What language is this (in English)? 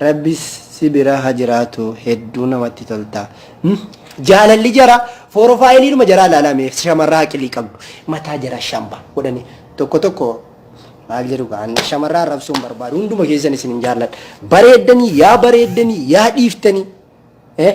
Oromo